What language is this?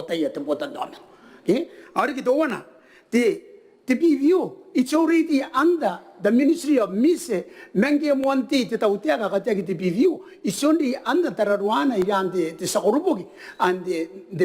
Gilbertese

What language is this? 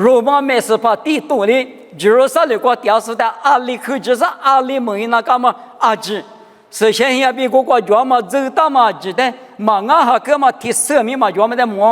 Lisu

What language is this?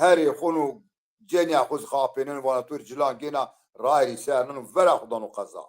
Zaza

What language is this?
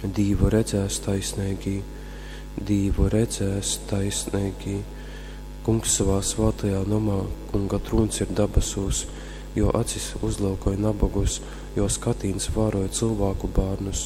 Latgalian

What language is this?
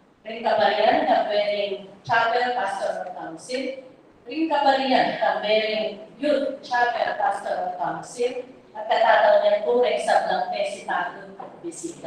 Pampanga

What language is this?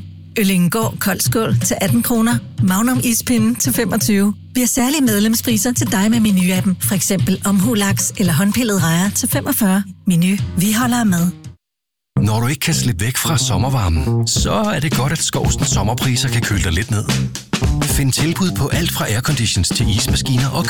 Danish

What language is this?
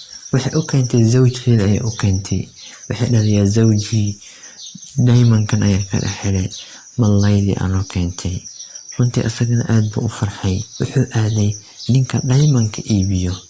Somali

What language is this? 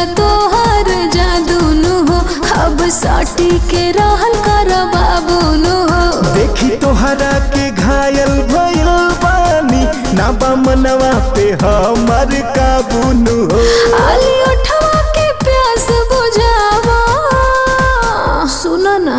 Bhojpuri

